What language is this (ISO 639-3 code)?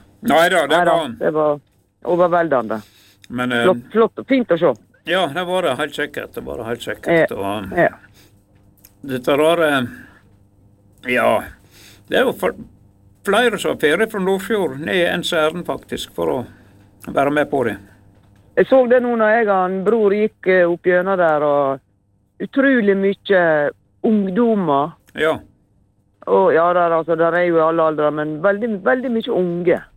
nor